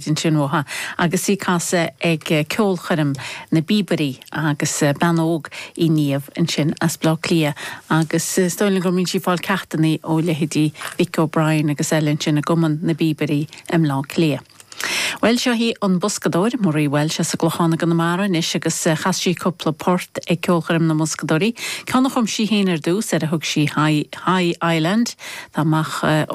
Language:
Irish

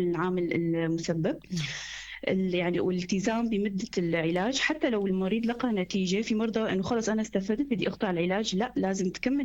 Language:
North Levantine Arabic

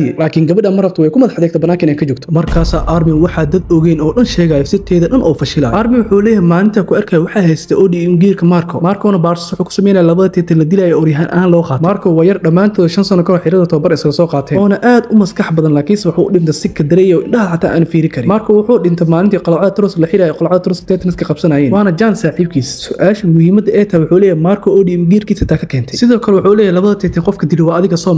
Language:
Somali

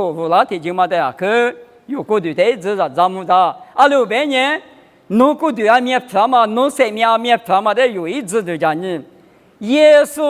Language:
Lisu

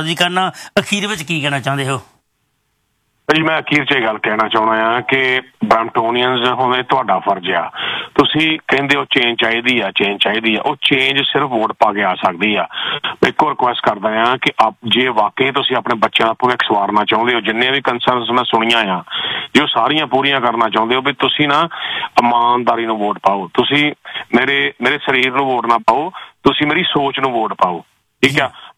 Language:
Punjabi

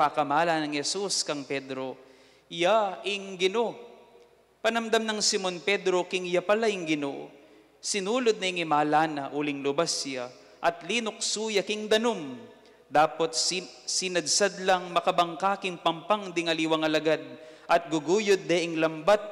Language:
Pampanga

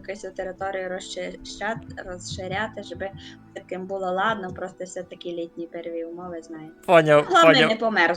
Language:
Rusyn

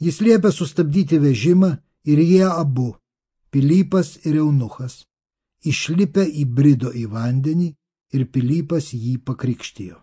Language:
Lithuanian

